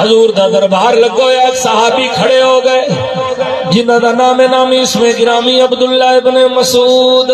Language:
Saraiki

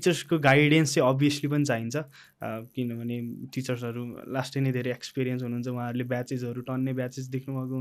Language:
Nepali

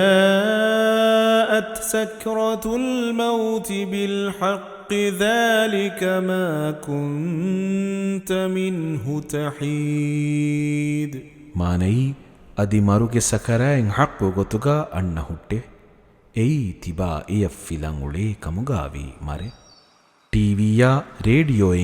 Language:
Divehi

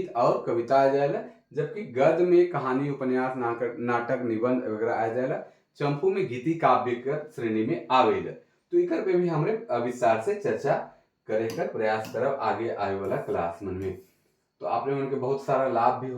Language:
Sadri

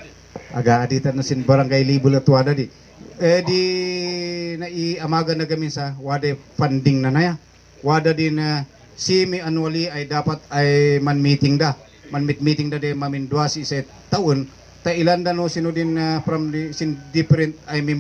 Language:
Kankanaey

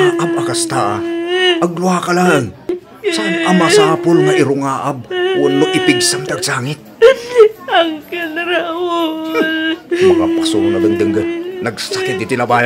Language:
Iloko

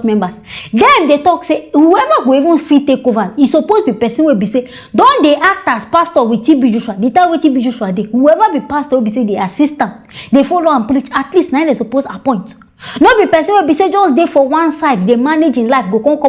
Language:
Nigerian Pidgin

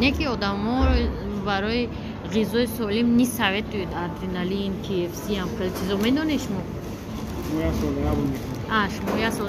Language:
Tajik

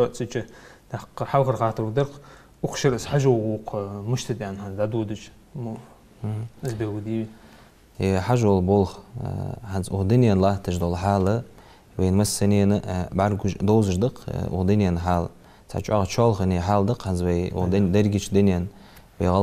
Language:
Ingush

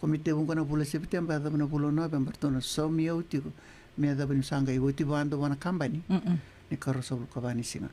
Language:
Fijian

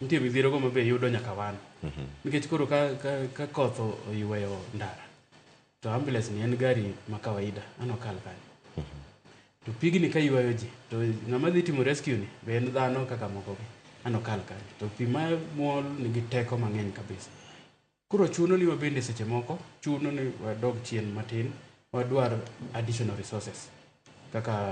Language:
Luo (Kenya and Tanzania)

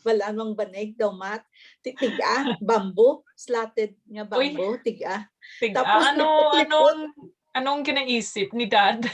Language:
Hiligaynon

